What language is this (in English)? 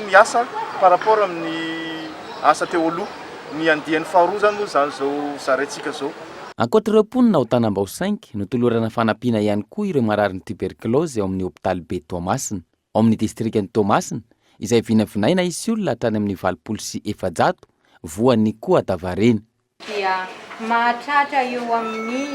Malagasy